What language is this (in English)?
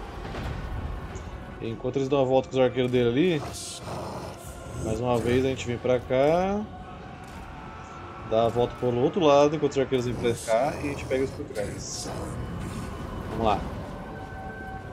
Portuguese